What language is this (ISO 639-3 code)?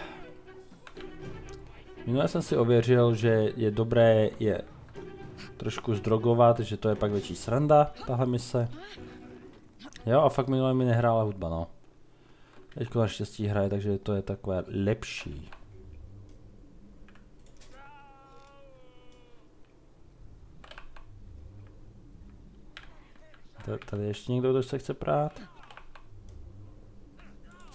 ces